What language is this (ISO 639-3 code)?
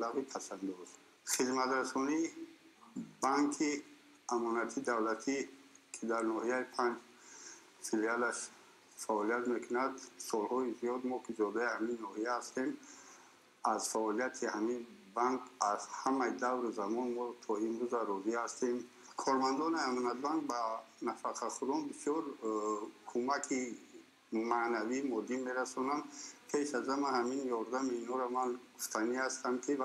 tgk